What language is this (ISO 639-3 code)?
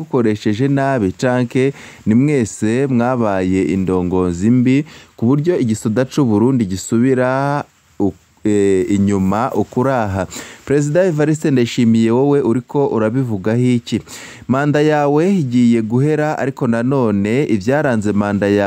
run